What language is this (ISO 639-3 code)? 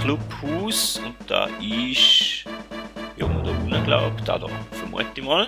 gsw